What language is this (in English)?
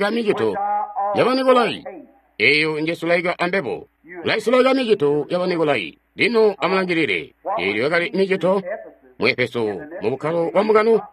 Tonga (Zambia)